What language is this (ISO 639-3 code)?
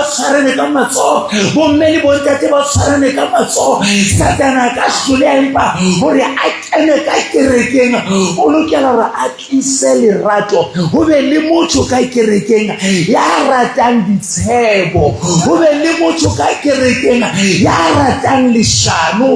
sot